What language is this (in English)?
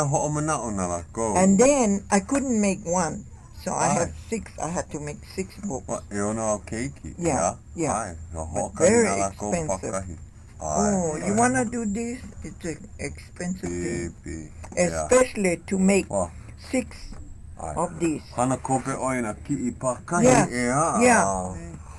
Hawaiian